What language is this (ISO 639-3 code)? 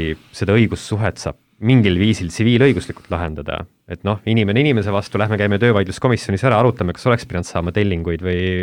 est